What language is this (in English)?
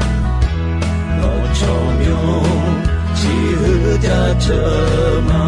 Akha